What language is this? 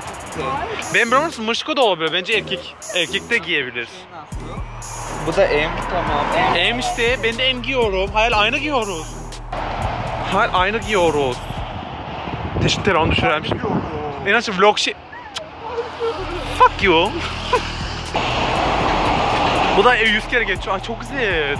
Turkish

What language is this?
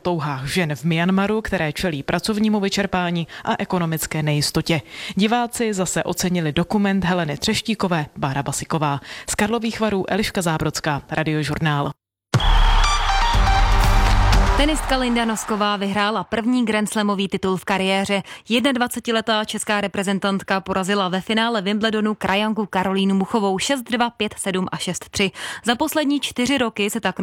Czech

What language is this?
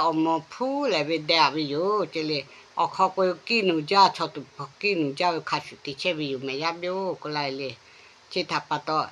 Lahu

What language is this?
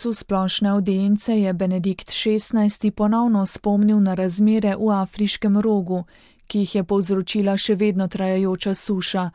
Slovenian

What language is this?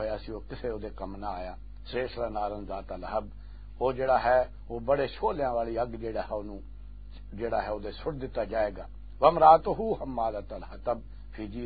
Western Panjabi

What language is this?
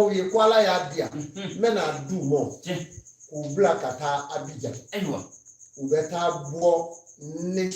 Bambara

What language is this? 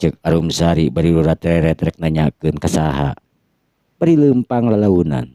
Sundanese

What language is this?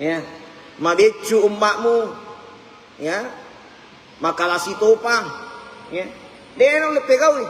Buginese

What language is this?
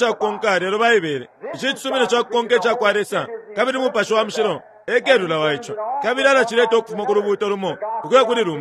Bemba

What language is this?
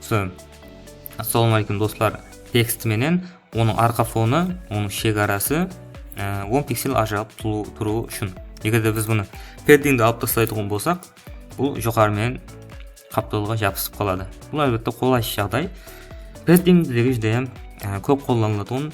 Kara-Kalpak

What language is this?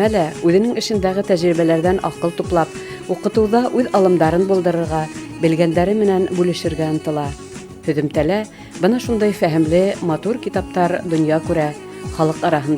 Bashkir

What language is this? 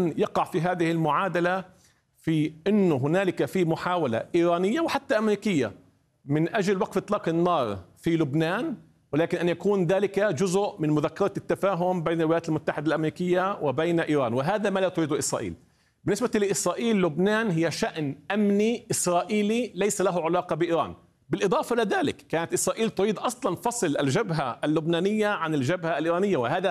Arabic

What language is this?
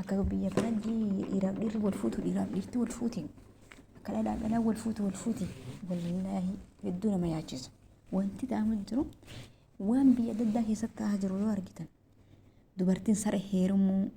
Oromo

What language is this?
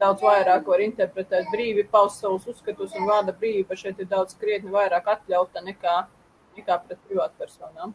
Latvian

